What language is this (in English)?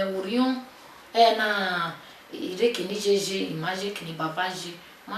Bini